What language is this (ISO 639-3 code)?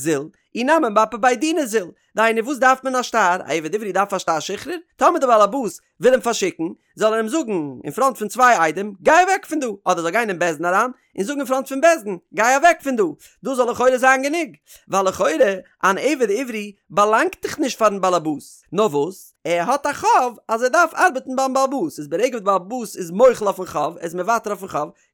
yid